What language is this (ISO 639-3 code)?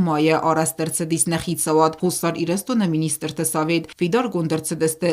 oss